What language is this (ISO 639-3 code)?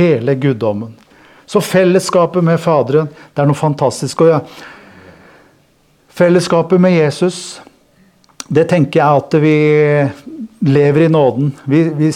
nor